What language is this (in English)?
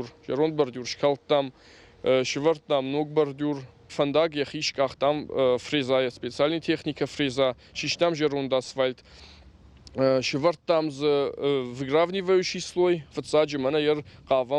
Ossetic